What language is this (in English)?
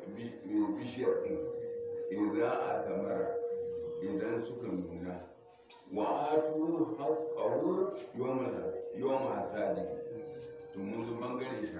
Hausa